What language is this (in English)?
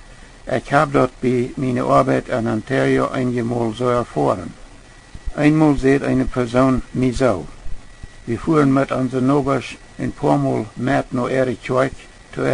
Plautdietsch